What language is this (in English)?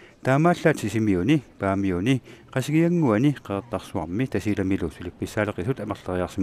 Kalaallisut